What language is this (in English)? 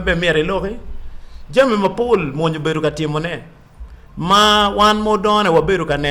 Acoli